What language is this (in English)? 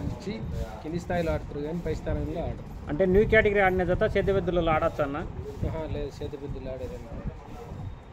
Telugu